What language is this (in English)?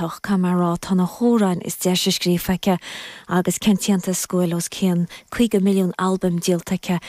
Irish